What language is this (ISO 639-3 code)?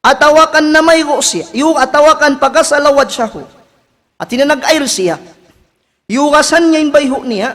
tsg